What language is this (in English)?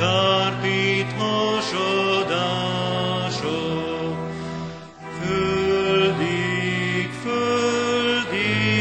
Hungarian